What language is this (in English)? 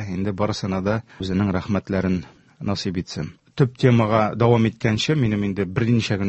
Tatar